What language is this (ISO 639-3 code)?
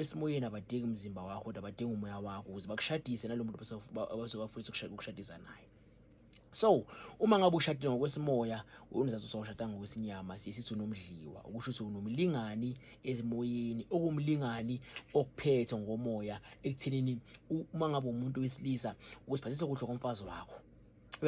zul